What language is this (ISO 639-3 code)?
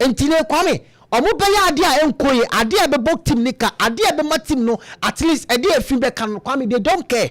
aka